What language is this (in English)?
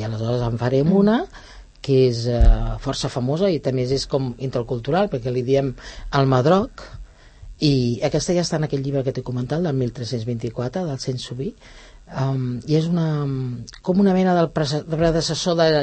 Catalan